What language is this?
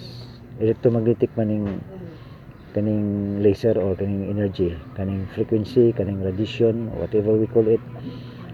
Cebuano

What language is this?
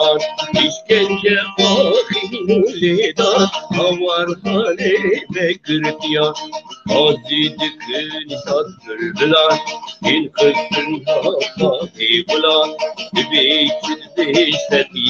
Kurdish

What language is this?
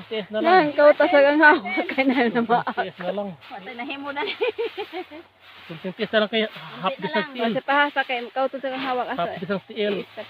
Cebuano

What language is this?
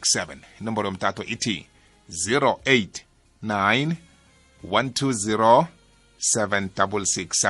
South Ndebele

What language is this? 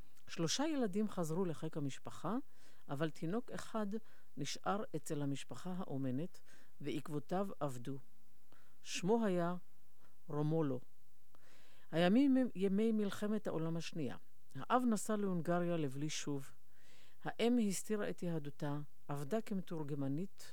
Hebrew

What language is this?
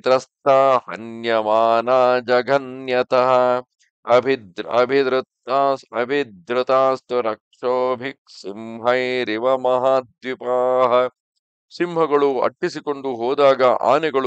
Kannada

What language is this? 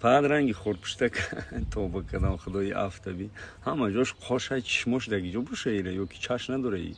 Tajik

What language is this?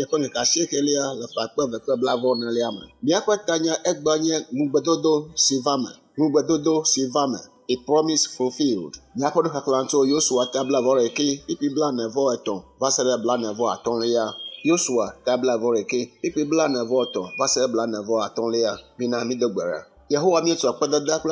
Ewe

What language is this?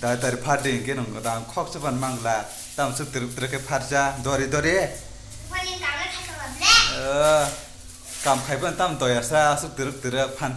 Kok Borok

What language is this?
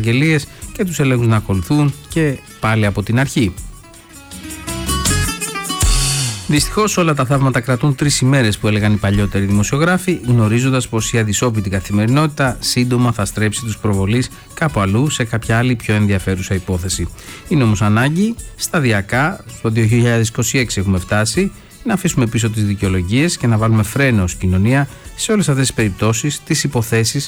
Greek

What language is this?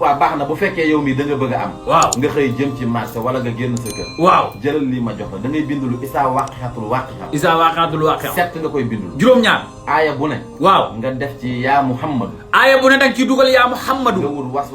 Wolof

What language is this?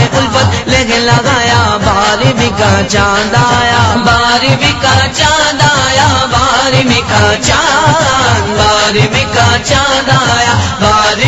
Urdu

